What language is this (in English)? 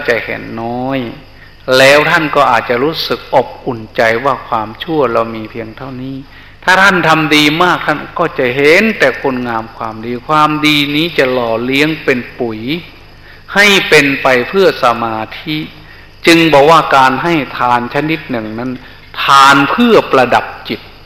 Thai